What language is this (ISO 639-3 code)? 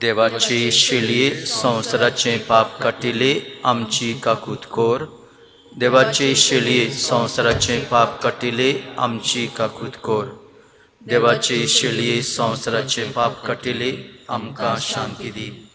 kok